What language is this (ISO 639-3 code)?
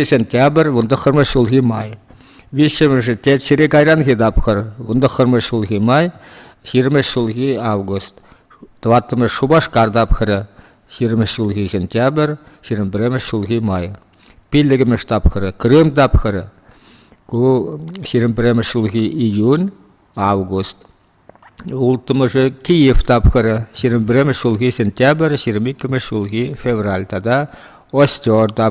chv